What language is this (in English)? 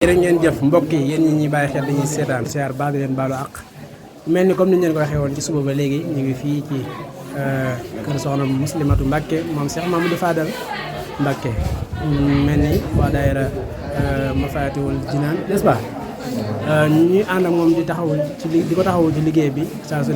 Wolof